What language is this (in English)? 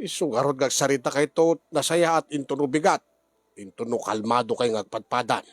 Iloko